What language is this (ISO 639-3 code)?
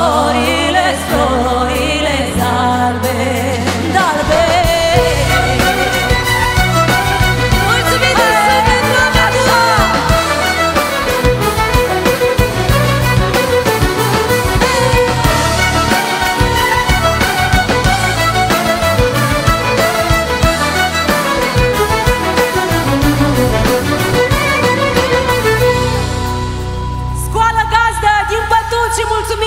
ron